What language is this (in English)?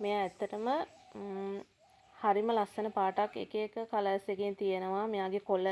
Sinhala